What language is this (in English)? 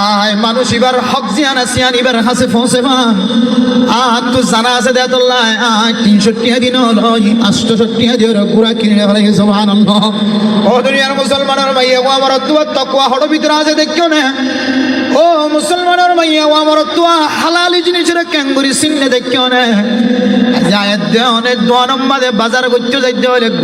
Rohingya